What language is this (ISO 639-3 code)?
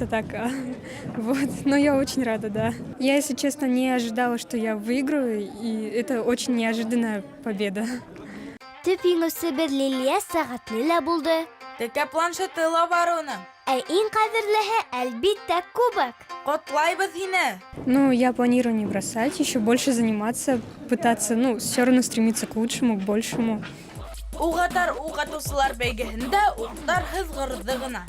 bak